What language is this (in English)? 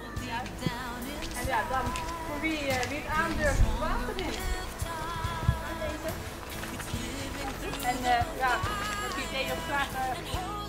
Dutch